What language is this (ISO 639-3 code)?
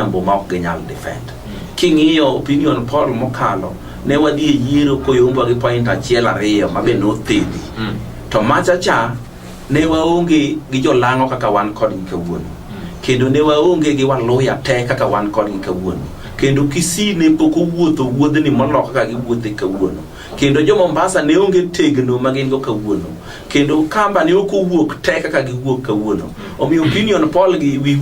luo